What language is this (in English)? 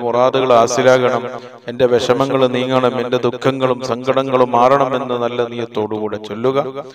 Malayalam